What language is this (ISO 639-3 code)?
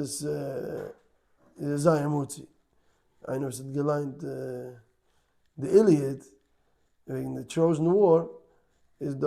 yid